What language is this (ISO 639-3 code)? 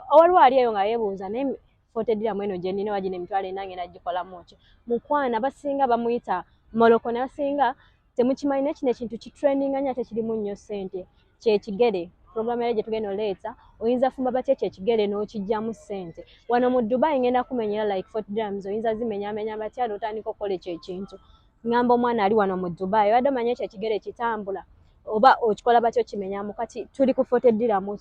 lug